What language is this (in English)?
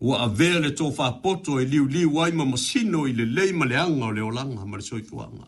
Samoan